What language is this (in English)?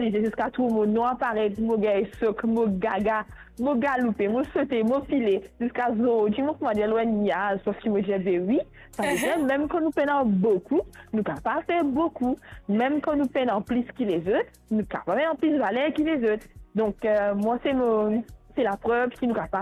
Morisyen